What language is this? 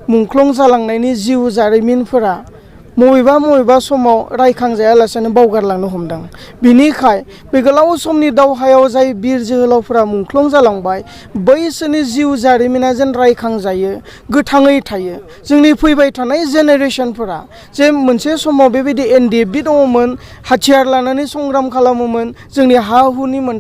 Bodo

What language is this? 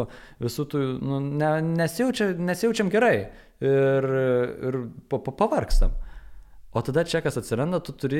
Lithuanian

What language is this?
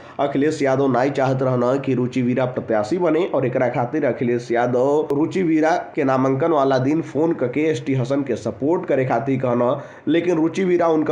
Bhojpuri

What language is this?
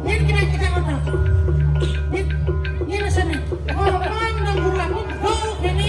Balinese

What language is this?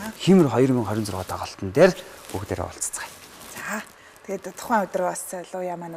Mongolian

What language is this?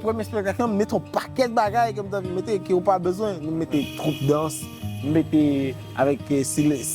Haitian Creole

